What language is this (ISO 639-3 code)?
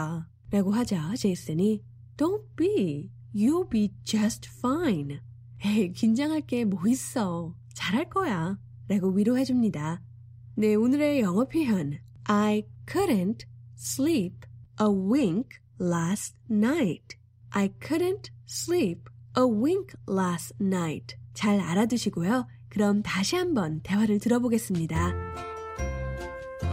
kor